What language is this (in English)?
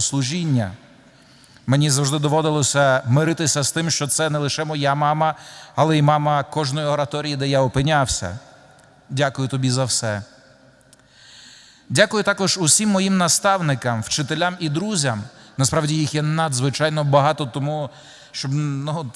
Ukrainian